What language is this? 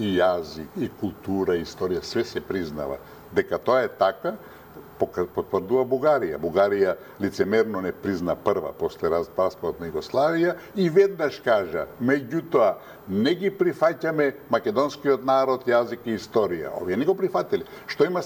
Macedonian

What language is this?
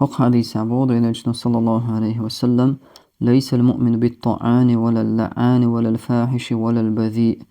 Chechen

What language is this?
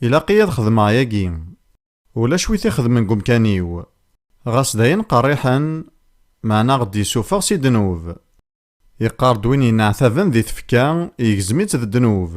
Kabyle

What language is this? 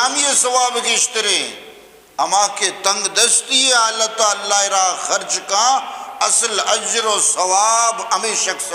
Eastern Balochi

